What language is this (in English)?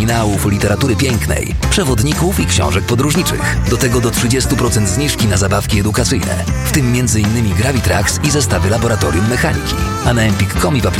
Polish